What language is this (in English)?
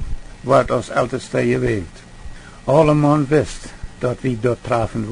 Plautdietsch